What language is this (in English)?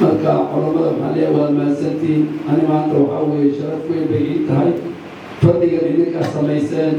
Somali